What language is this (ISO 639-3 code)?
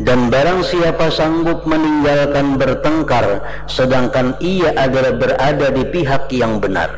bjn